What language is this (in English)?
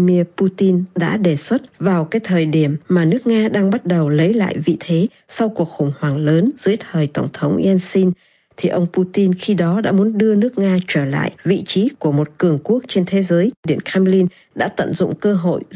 Vietnamese